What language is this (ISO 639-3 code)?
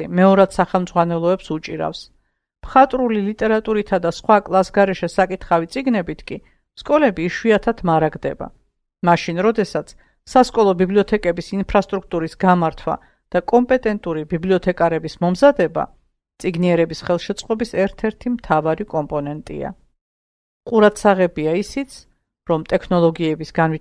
kat